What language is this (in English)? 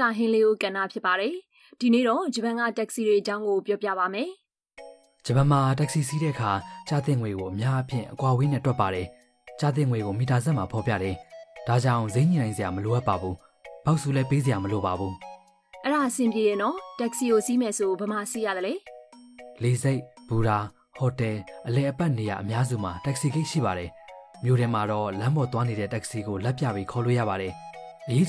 Burmese